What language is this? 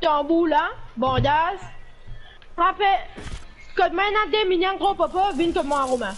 Morisyen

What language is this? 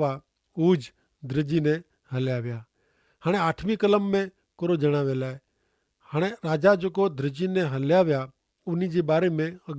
Kachhi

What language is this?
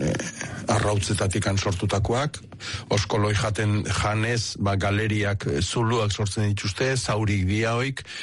Basque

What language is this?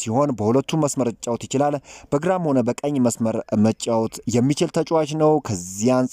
Amharic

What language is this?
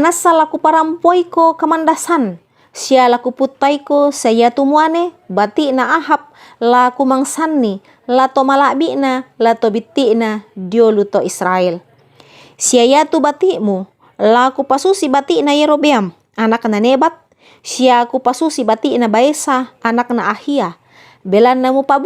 Toraja-Sa'dan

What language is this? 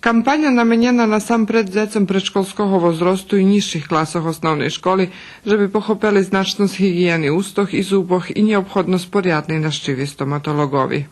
Rusyn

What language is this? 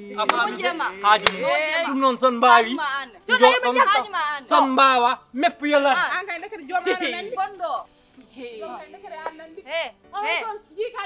Fula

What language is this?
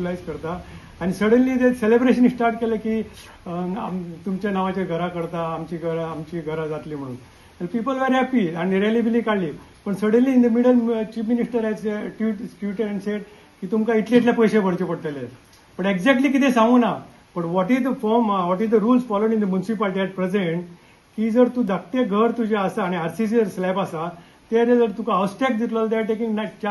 Konkani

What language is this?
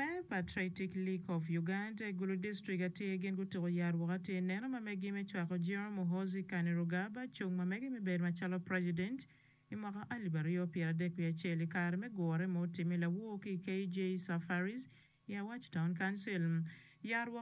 Acoli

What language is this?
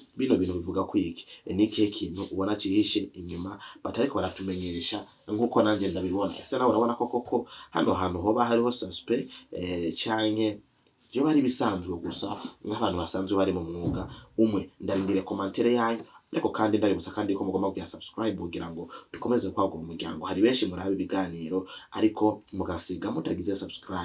Rundi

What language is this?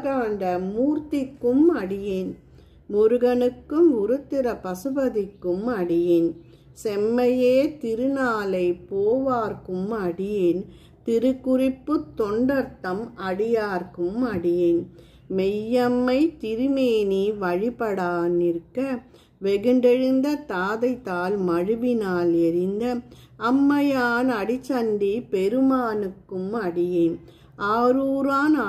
Tamil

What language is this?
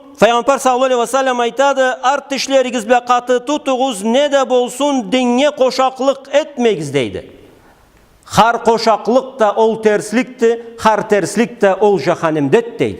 Karachay-Balkar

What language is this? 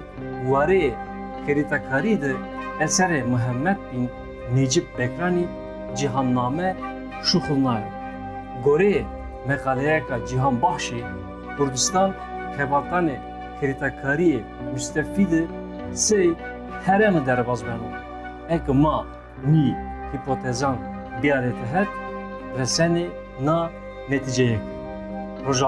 Zaza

